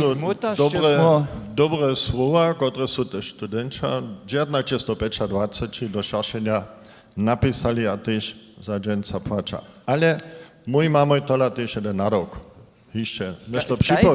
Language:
Upper Sorbian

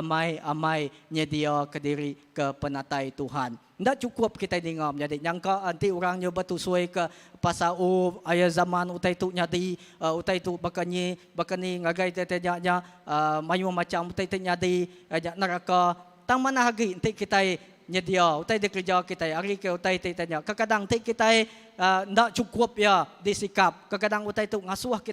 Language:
Iban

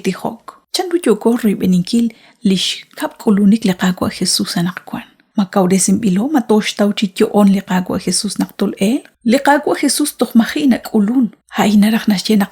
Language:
Kekchí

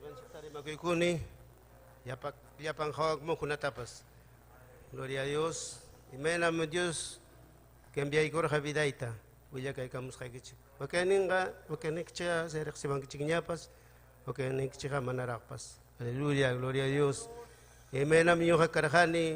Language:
Ayacucho Quechua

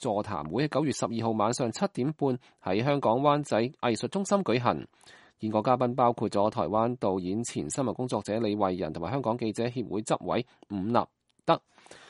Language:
Cantonese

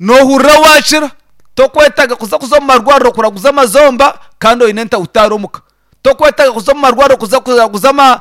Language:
Nyankole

